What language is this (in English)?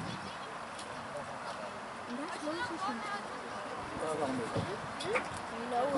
Dutch